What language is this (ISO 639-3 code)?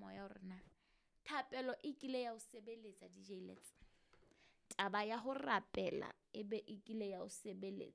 sot